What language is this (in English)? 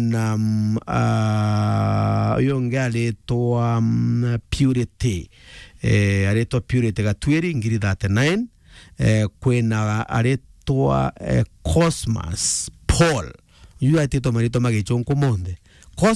Meru